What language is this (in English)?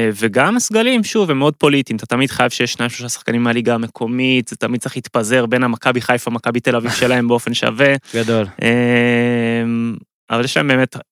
Hebrew